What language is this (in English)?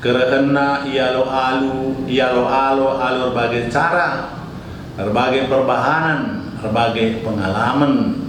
Batak Karo